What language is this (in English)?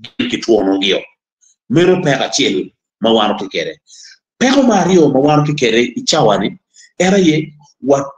Acoli